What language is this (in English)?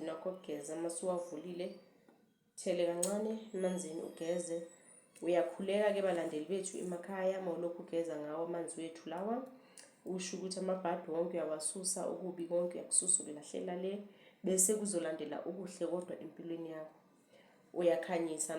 Zulu